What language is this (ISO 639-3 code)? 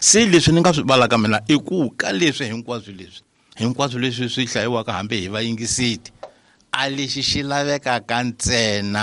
tso